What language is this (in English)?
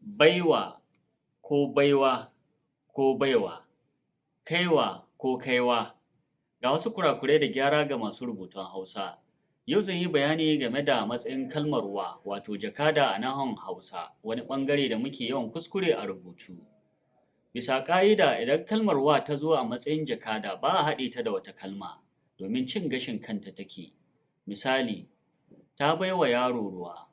Hausa